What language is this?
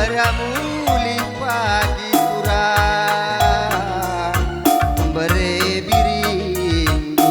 Batak Karo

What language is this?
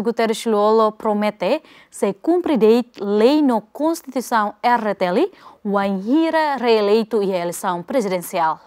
Tetum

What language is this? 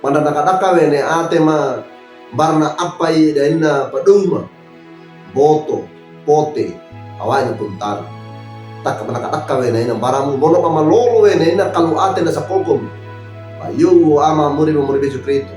Wejewa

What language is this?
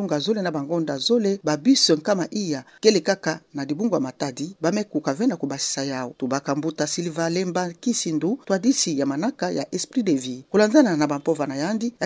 Kituba (Democratic Republic of Congo)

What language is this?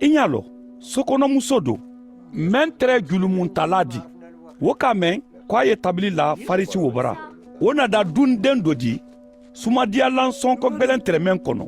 Mandingo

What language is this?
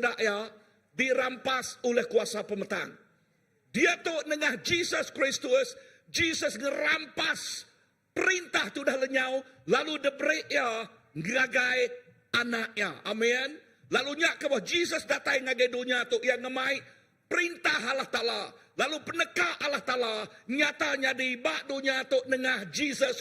Iban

